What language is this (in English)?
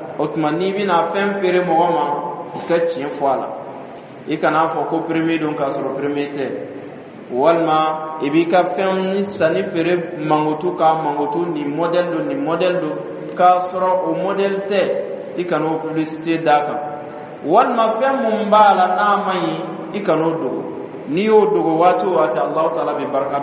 Dyula